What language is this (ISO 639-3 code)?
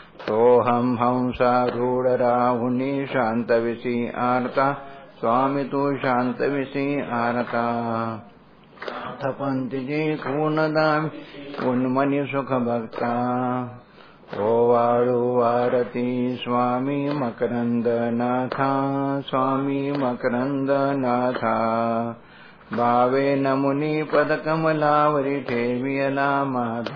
mar